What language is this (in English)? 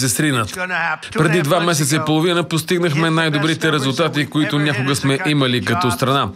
Bulgarian